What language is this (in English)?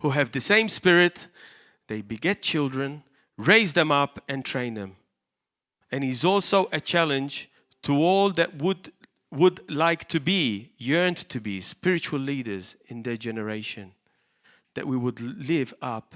English